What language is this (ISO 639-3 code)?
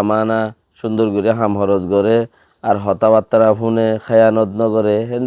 rhg